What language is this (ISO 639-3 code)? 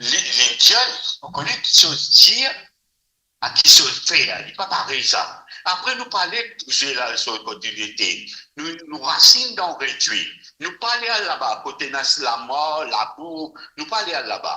mfe